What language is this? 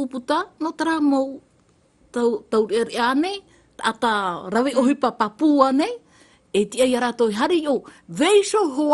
Tahitian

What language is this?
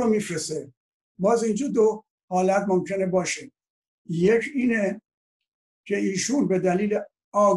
Persian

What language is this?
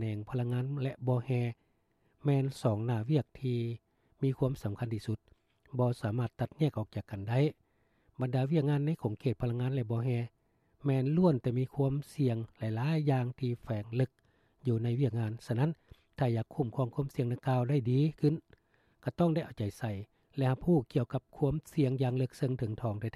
Lao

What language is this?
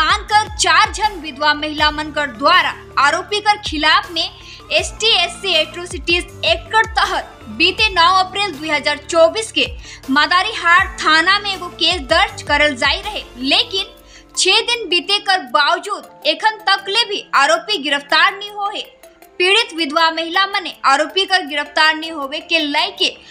Sadri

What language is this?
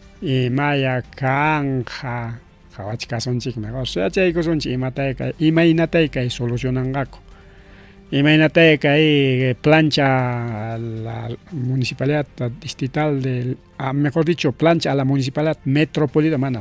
Ayacucho Quechua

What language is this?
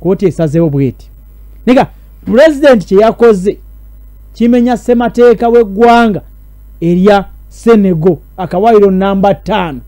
Ganda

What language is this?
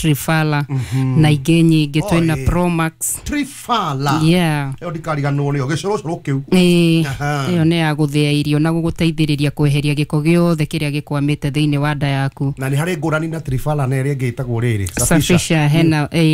Kikuyu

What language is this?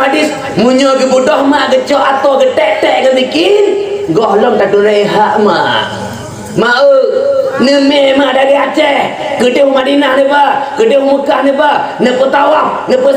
Achinese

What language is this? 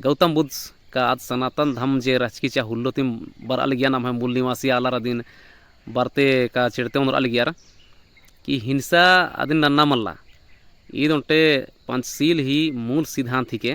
Kurukh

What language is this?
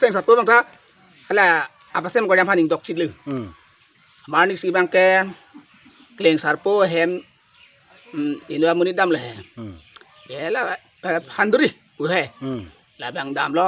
Karbi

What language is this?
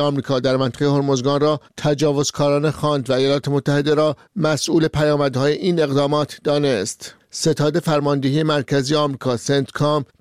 Persian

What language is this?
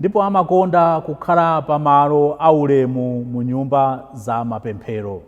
Nyanja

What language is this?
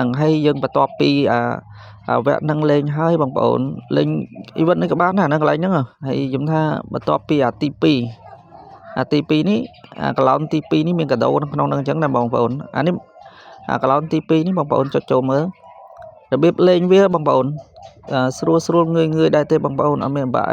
Khmer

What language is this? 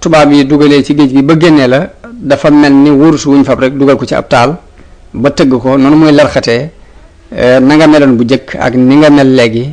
Wolof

